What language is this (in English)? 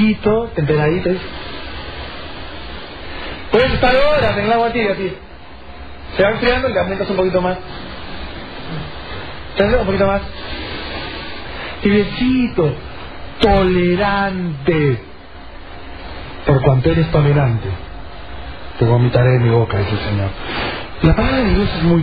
Spanish